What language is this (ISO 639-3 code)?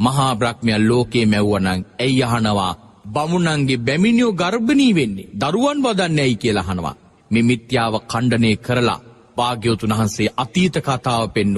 sin